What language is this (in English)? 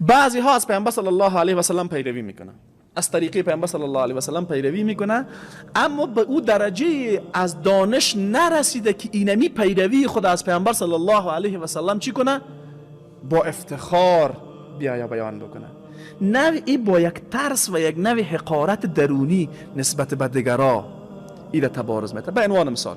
Persian